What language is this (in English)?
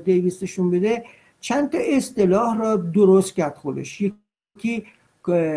Persian